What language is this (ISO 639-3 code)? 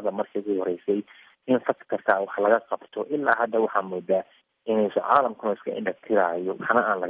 som